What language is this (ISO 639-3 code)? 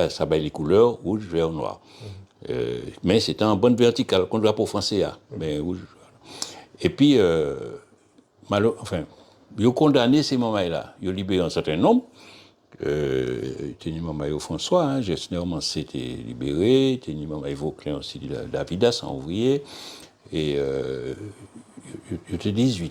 gcf